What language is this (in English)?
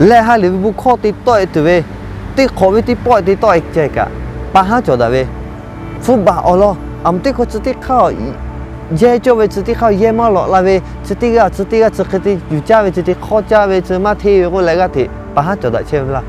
Lahu